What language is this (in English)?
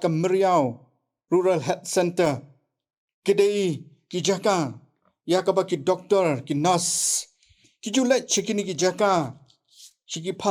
Khasi